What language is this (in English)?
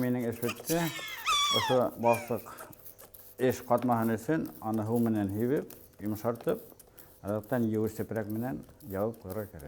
Bashkir